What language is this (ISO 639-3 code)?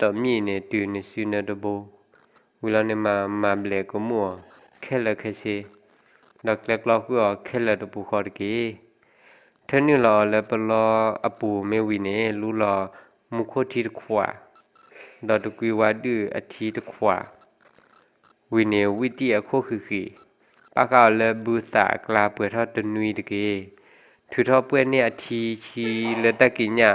ksw